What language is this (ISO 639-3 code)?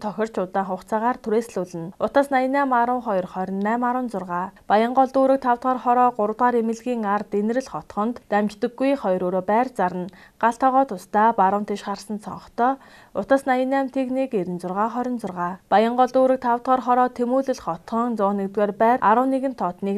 mon